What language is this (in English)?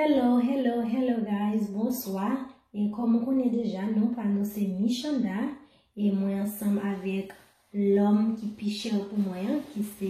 Haitian Creole